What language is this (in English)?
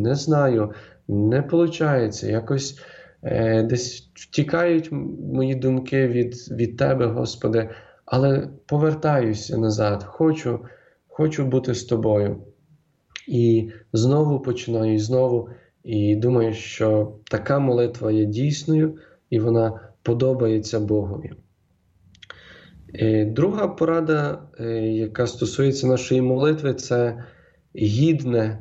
Ukrainian